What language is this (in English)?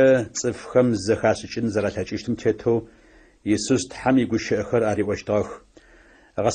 Adyghe